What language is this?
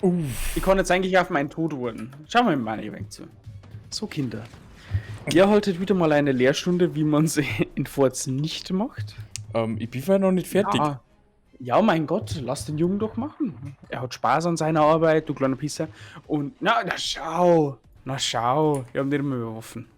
Bavarian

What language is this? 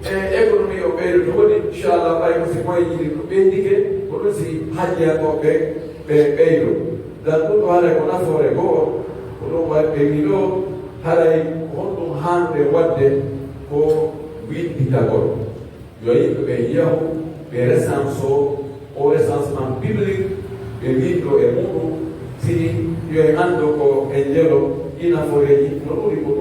Pular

